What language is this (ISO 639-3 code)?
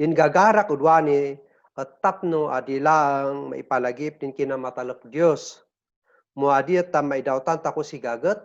kne